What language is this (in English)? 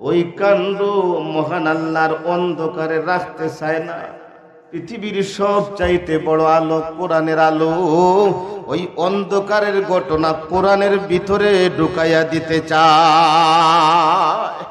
Sylheti